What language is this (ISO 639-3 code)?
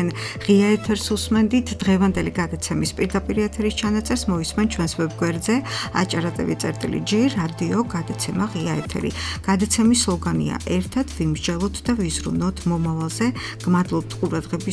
kat